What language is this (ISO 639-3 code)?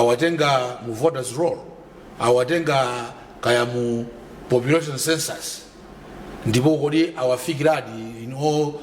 nya